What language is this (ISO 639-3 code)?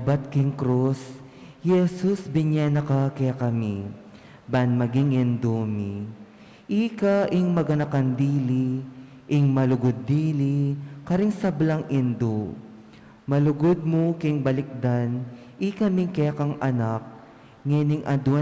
pam